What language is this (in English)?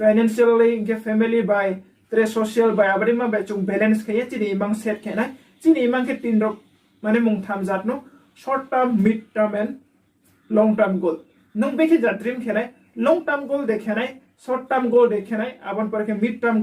Riang (India)